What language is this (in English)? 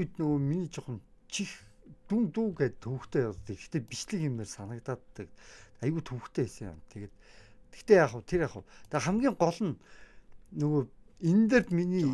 Mongolian